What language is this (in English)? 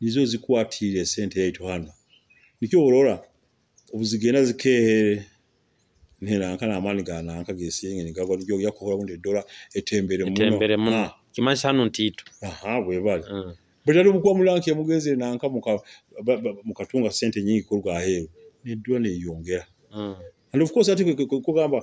Nyoro